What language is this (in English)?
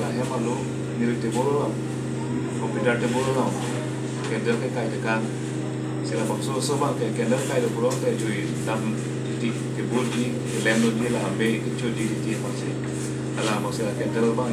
Karbi